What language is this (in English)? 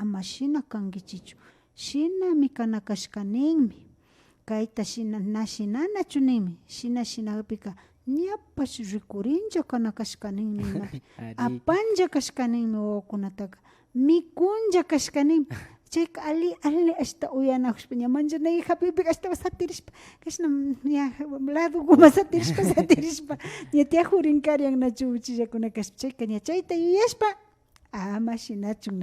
Imbabura Highland Quichua